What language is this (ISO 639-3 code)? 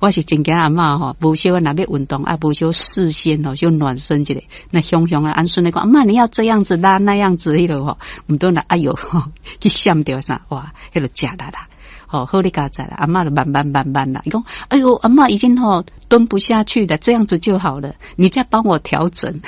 nan